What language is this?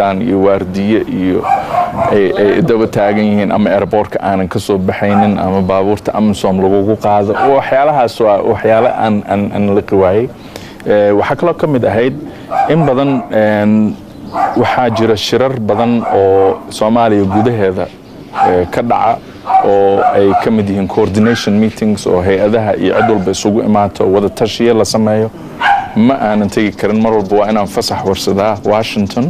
Somali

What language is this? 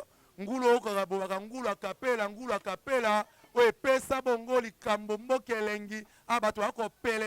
Lingala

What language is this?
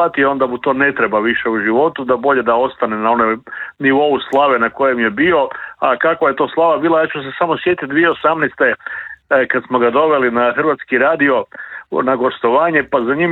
Croatian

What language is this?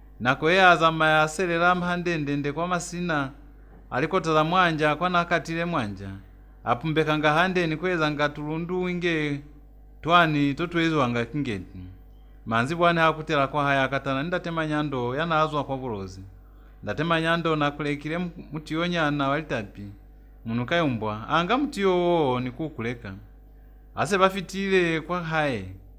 Lozi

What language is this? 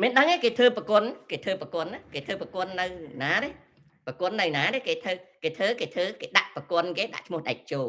Khmer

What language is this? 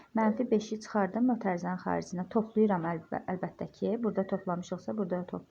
Azerbaijani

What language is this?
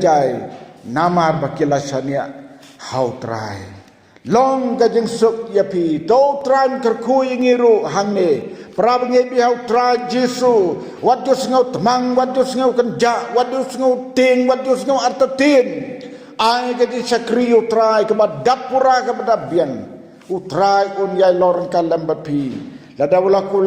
Khasi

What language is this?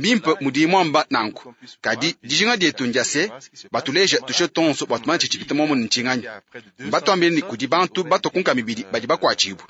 Luba-Lulua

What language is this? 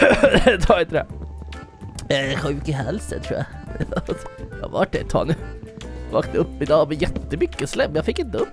Swedish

